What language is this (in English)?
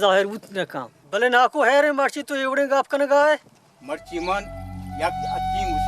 Baluchi